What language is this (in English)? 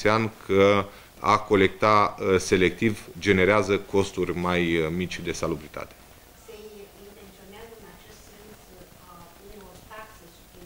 Romanian